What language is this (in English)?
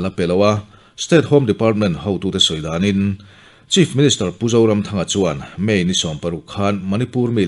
Mizo